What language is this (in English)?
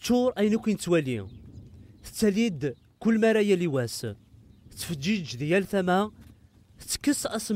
Kabyle